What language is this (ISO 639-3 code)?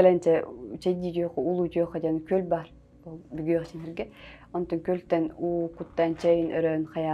sah